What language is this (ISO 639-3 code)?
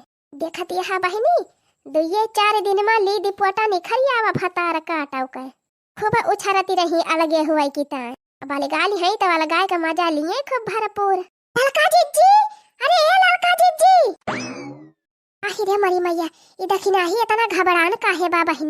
awa